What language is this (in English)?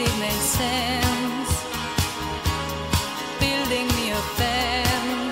Romanian